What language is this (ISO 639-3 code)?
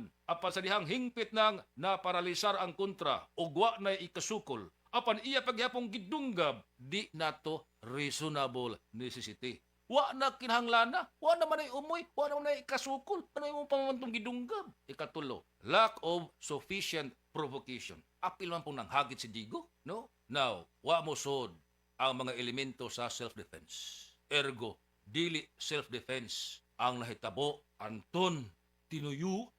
ceb